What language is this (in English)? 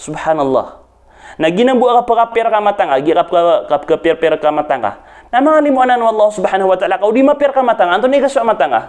Maranao